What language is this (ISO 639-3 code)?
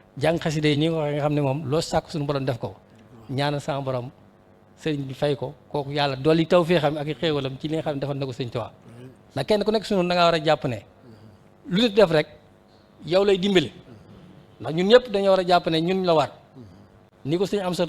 wol